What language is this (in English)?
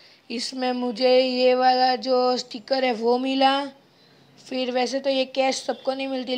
Hindi